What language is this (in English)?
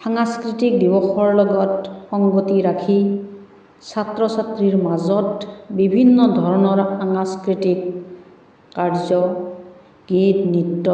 Assamese